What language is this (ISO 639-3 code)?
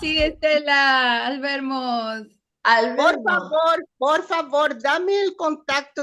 lad